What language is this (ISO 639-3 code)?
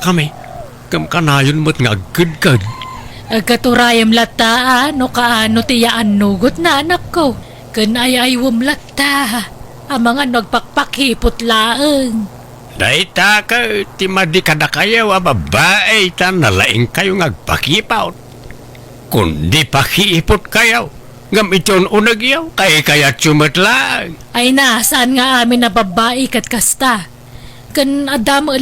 ilo